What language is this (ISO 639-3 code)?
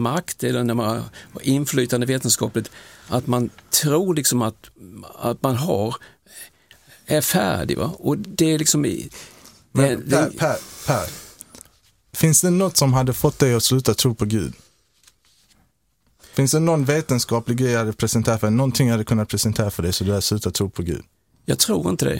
swe